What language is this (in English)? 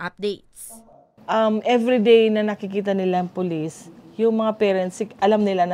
Bikol